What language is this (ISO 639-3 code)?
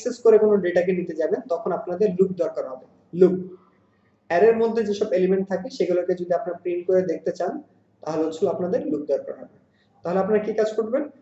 ben